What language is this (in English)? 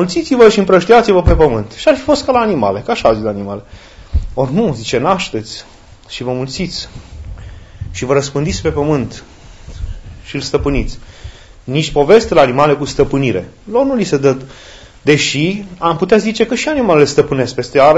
Romanian